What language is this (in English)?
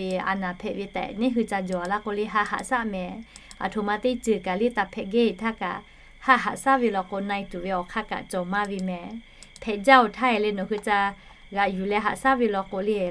Lahu